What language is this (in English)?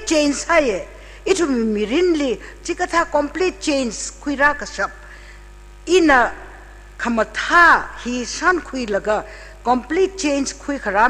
Tangkhul Naga (India)